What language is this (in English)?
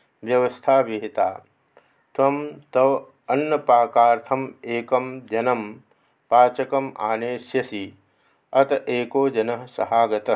Sanskrit